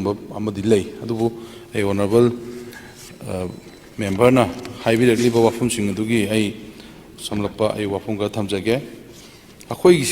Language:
Manipuri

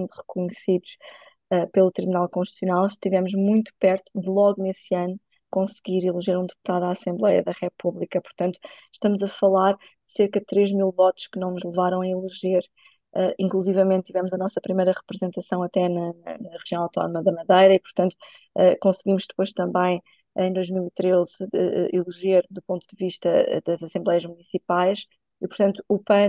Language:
Portuguese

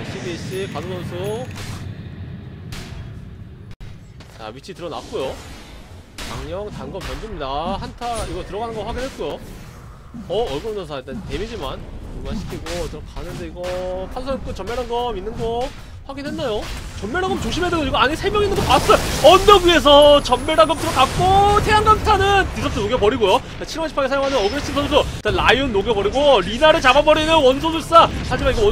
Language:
Korean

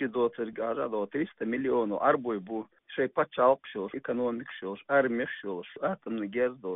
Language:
Chechen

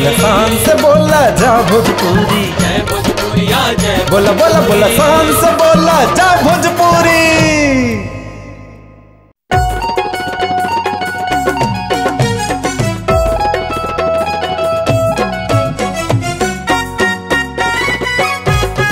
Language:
Bhojpuri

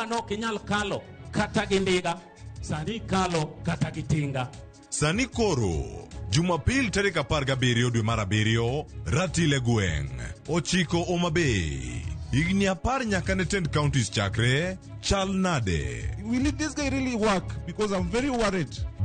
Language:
Luo (Kenya and Tanzania)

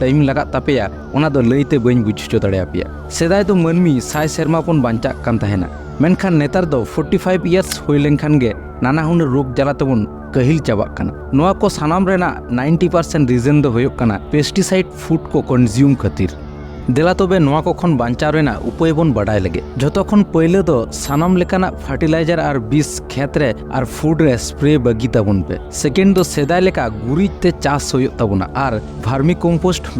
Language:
Santali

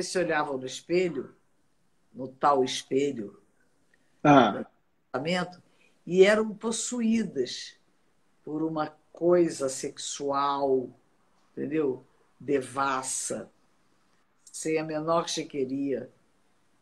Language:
Portuguese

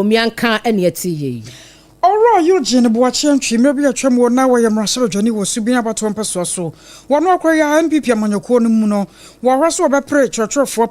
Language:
Akan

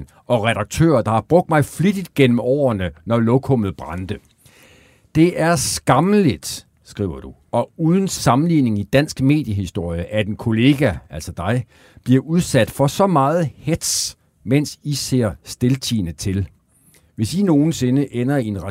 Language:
Danish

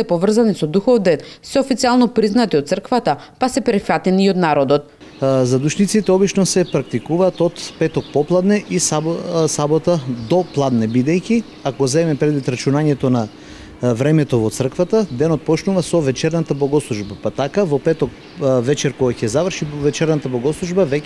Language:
Macedonian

